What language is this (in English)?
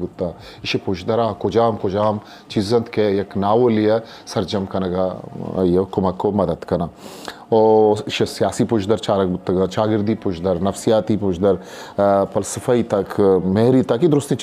Eastern Balochi